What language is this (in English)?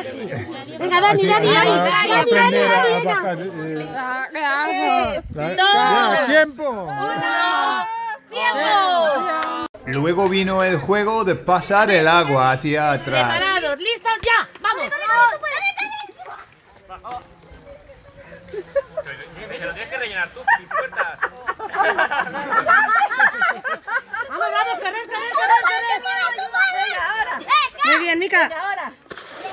Spanish